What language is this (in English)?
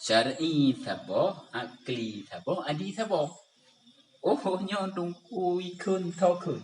Achinese